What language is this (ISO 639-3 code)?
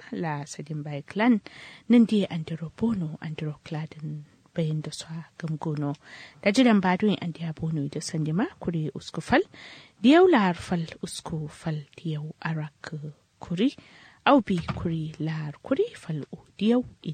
kau